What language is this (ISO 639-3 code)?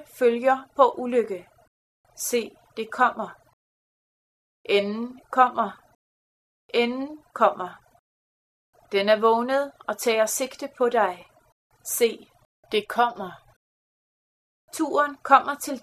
dan